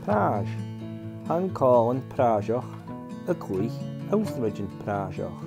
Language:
Scottish Gaelic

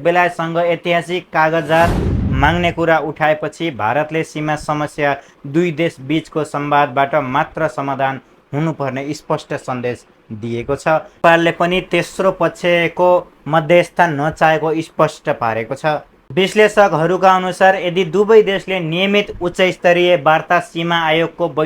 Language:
Nepali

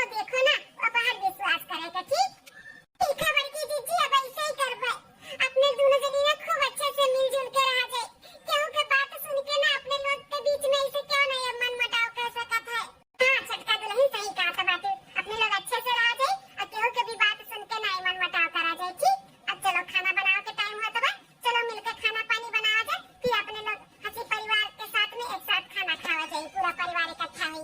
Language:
Awadhi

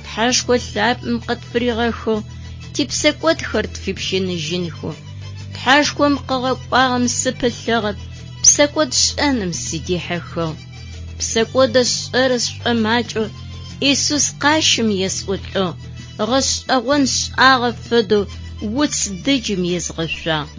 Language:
Adyghe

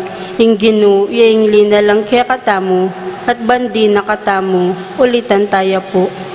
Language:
Pampanga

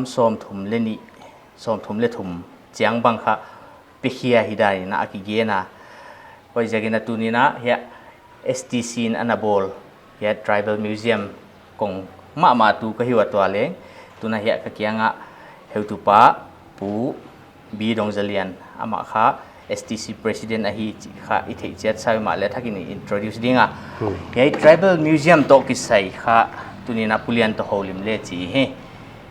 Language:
Paite Chin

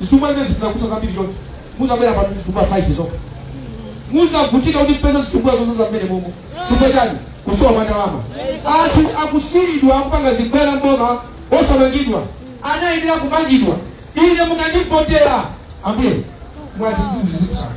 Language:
Nyanja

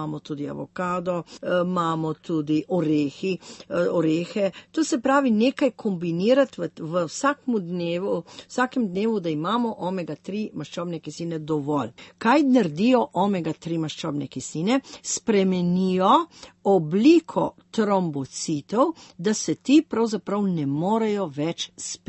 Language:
Slovenian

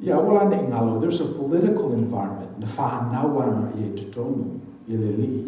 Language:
Samoan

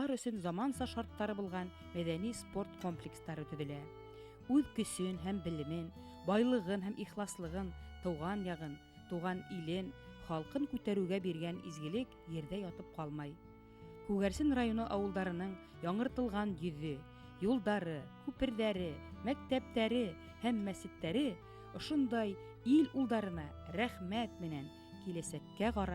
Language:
Bashkir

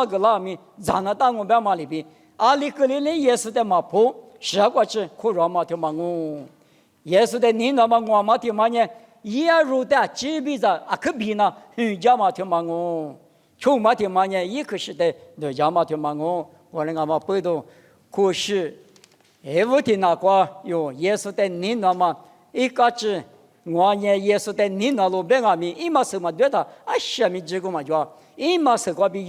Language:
Lisu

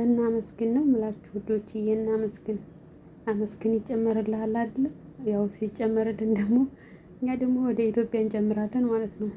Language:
Amharic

